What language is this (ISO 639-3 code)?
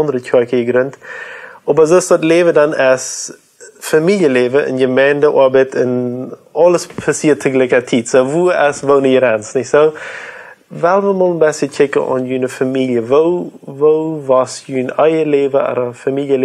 pdt